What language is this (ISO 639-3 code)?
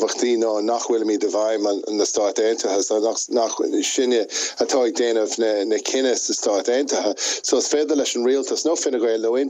gle